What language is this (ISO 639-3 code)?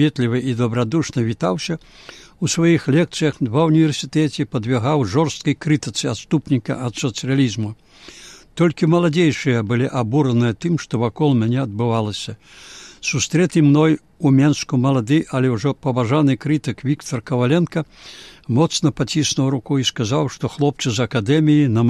bel